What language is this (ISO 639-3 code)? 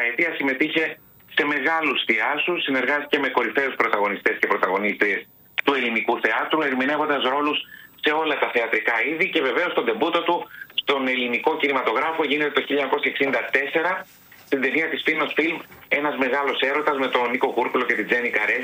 ell